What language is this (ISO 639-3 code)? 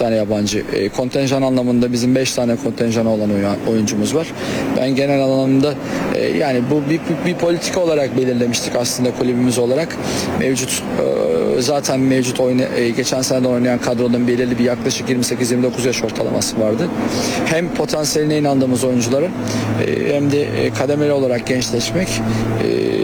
tur